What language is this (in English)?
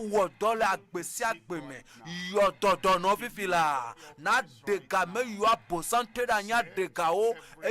Ewe